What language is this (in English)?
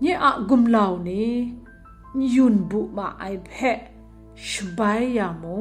Kachin